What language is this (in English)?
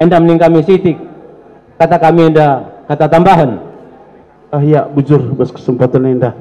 Batak Karo